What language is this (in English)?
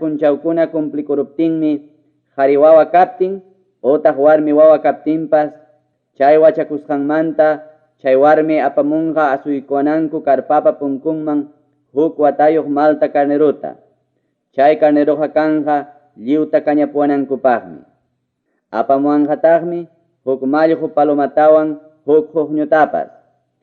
Ayacucho Quechua